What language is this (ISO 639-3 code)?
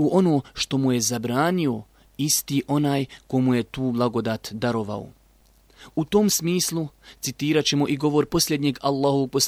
bos